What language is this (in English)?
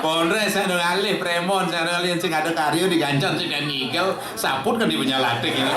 Balinese